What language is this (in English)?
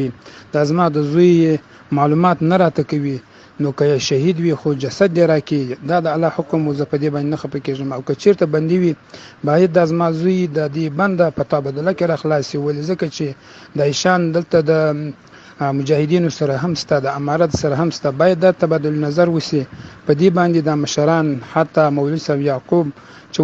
Pashto